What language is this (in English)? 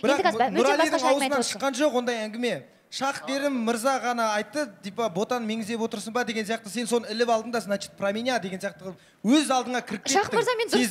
Kazakh